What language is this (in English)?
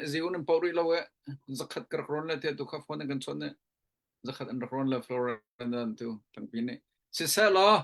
Hakha Chin